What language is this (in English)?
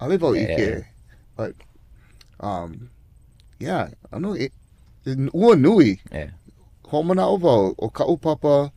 Hawaiian